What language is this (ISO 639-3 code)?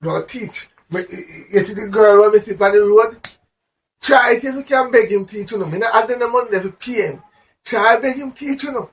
jam